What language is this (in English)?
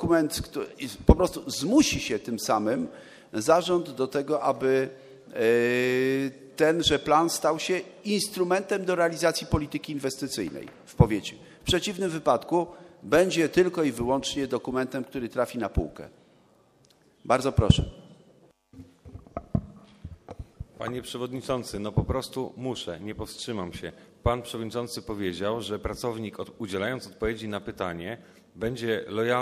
Polish